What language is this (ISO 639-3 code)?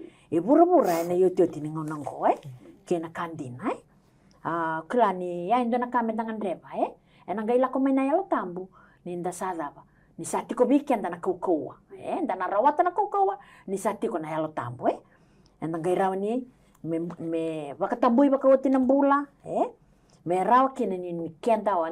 fij